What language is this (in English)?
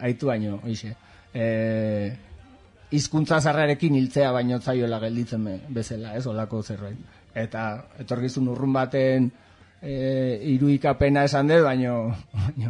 Basque